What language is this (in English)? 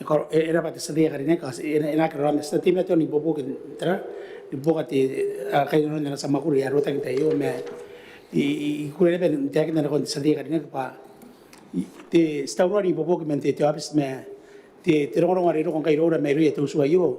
Gilbertese